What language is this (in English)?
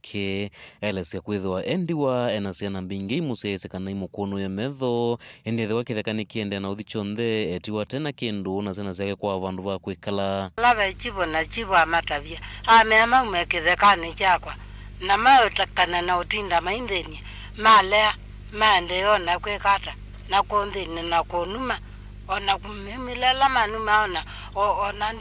Kamba